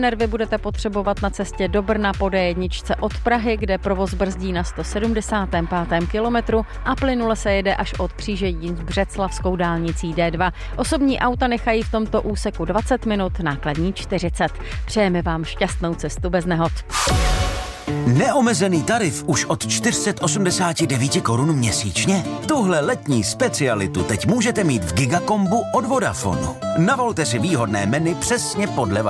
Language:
Czech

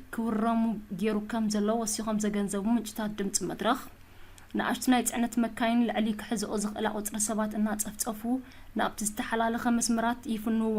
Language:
Tigrinya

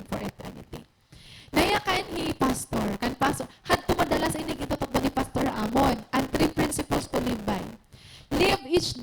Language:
Waray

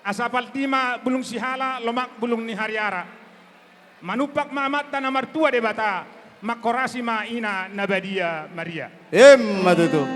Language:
Batak Toba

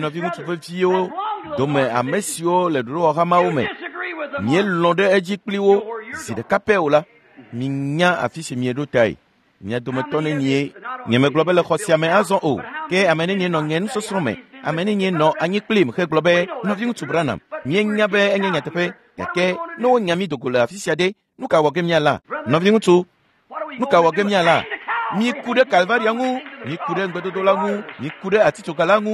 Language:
Ewe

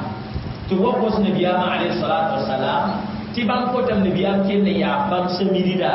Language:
Mossi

